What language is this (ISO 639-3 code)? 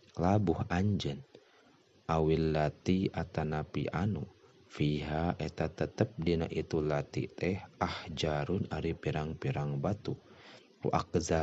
sun